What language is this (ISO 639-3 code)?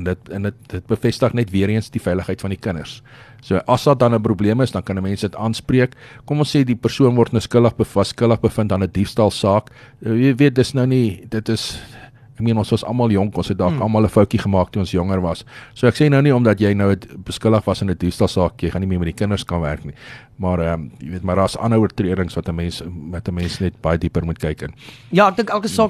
afr